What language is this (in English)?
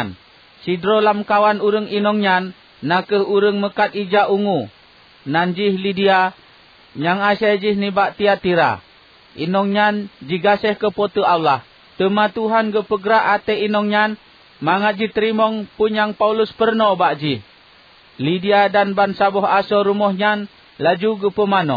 Achinese